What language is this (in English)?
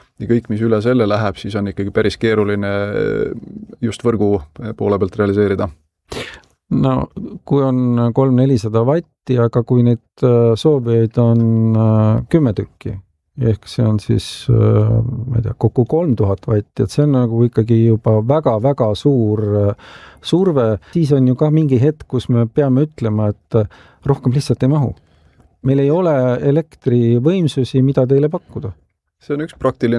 Estonian